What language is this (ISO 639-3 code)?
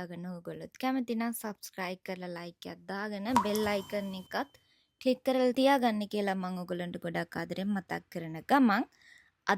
sin